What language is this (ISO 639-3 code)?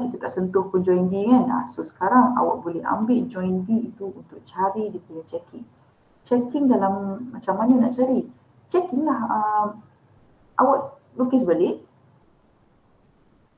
msa